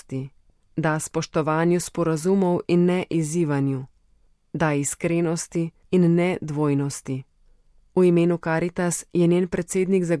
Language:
Slovenian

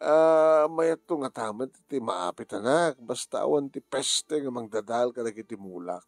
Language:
Iloko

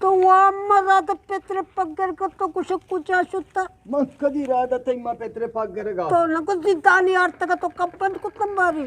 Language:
Eastern Balochi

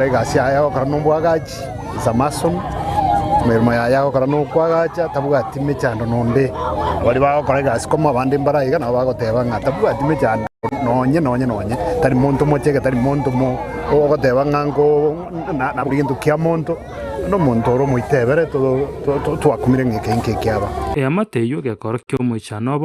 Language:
Gusii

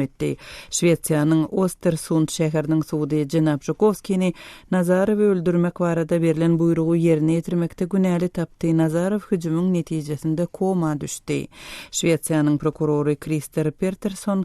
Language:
Turkmen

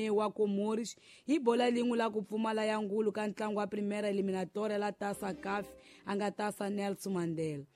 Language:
Tsonga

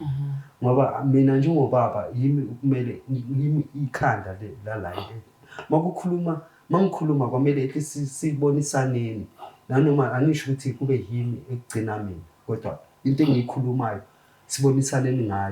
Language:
Zulu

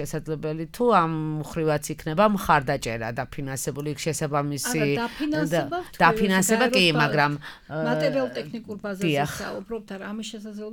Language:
Georgian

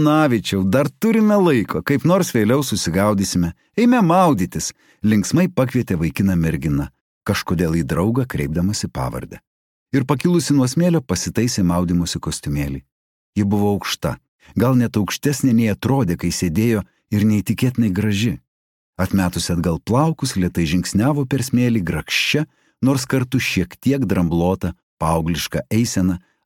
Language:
Lithuanian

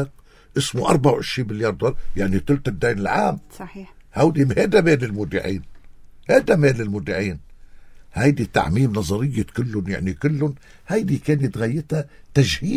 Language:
North Levantine Arabic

